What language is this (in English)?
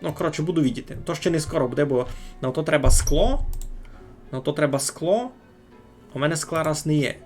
Rusyn